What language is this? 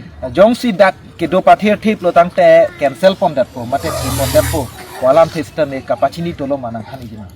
Karbi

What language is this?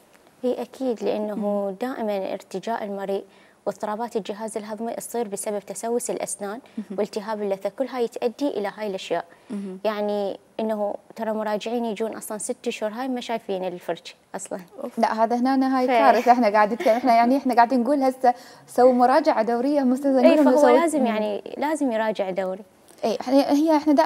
Mesopotamian Arabic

